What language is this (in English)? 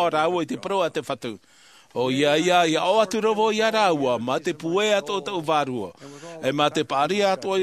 Tahitian